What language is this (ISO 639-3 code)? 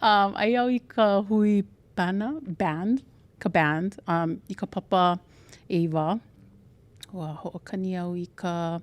haw